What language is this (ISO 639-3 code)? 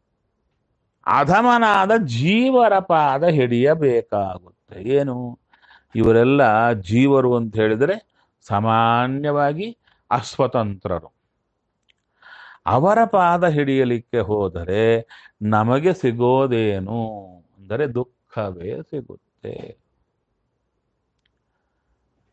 kan